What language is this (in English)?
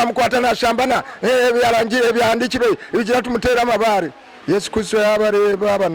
Nyankole